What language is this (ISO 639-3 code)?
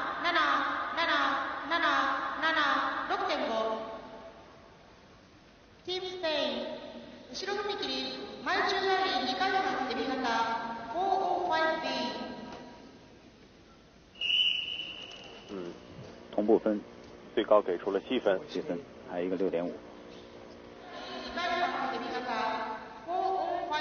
zho